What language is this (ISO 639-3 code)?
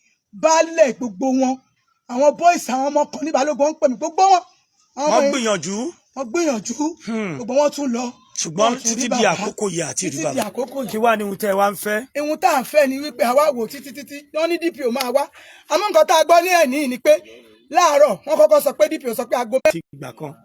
yor